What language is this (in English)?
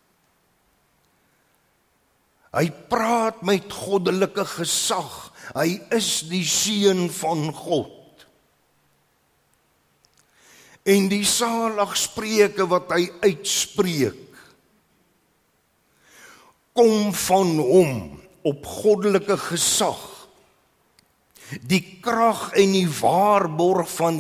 Afrikaans